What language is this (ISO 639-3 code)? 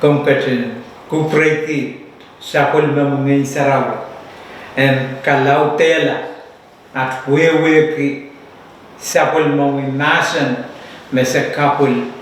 pon